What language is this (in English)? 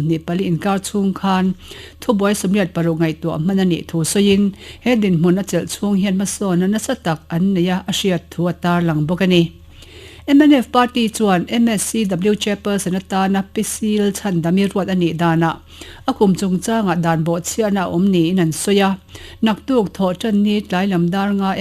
Mizo